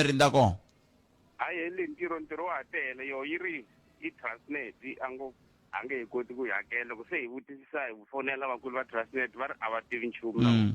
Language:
Tsonga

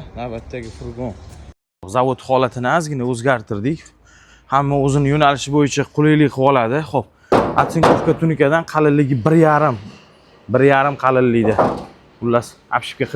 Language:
Uzbek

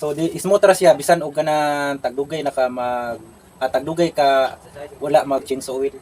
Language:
Cebuano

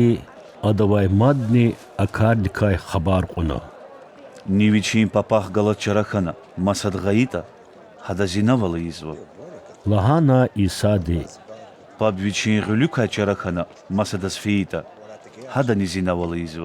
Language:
Lezghian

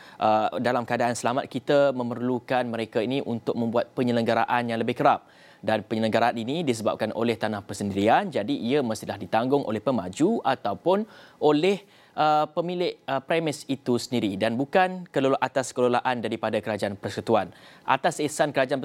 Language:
Malay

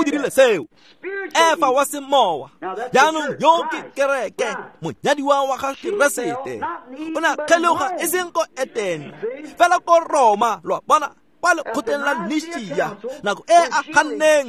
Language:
Tswana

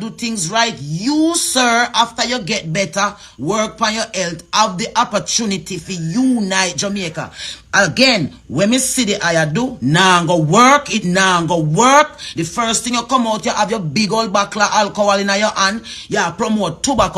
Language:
Jamaican Creole English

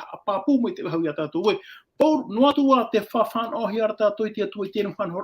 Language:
Tahitian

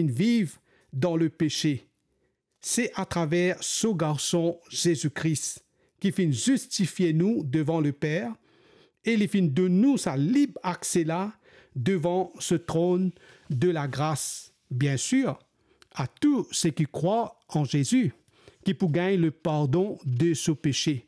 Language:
Morisyen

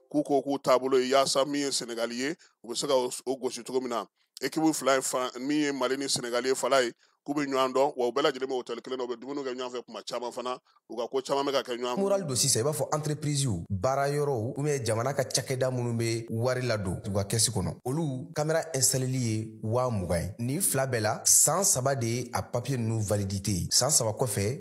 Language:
Bambara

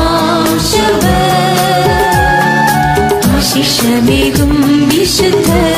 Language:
Malayalam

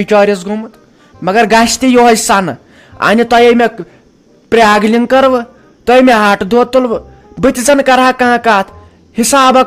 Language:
Kashmiri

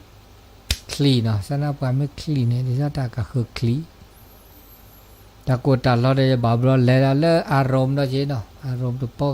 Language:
S'gaw Karen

